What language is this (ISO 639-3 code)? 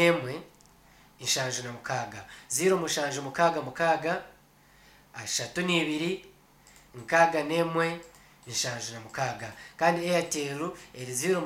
nyn